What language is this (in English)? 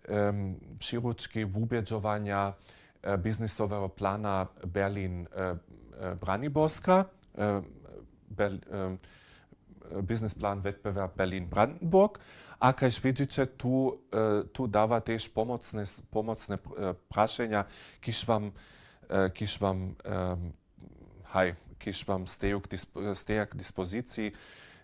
Upper Sorbian